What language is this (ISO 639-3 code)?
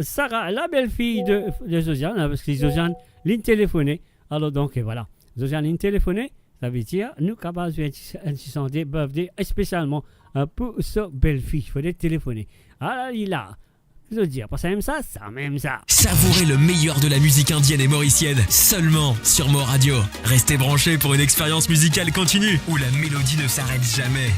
mfe